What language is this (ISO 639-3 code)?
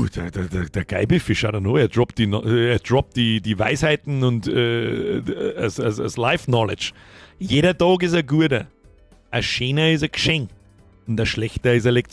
bar